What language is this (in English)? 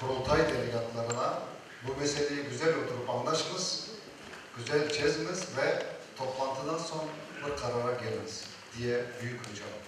Crimean Tatar